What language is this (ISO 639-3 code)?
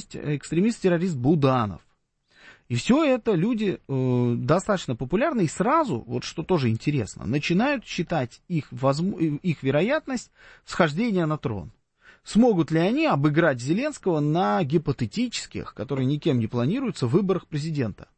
rus